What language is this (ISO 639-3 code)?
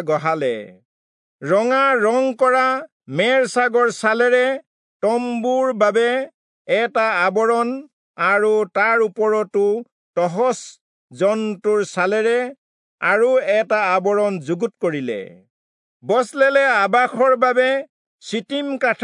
asm